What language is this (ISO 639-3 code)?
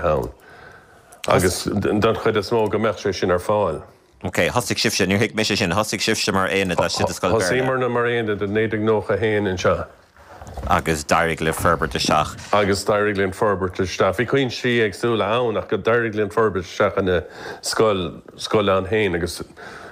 gle